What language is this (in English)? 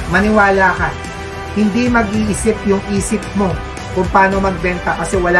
Filipino